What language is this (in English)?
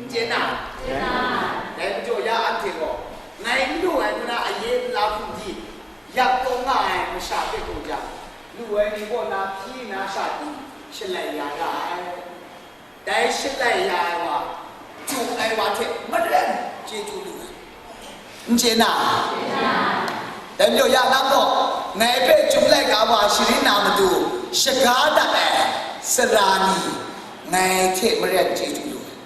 Kachin